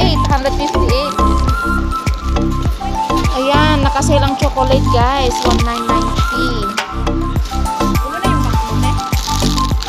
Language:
Filipino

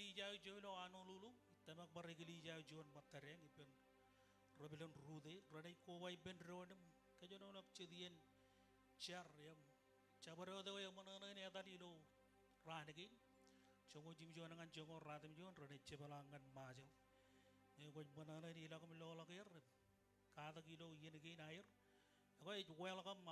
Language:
Marshallese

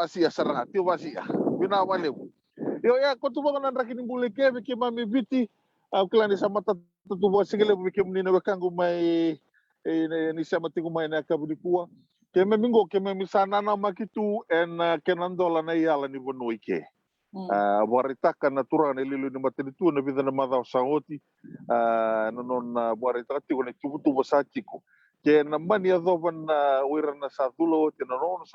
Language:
Fijian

